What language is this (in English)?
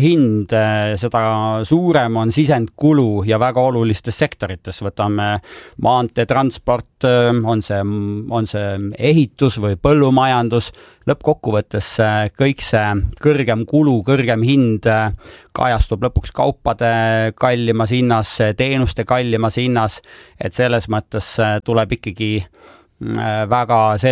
Estonian